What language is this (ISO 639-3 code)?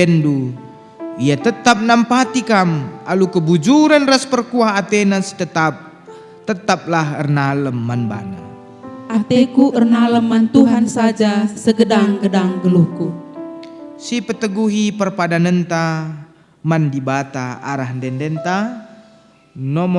btx